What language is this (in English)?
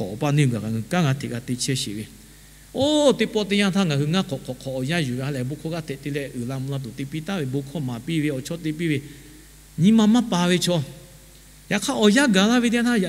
Lahu